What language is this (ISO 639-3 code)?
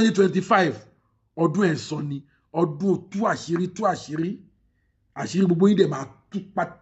yor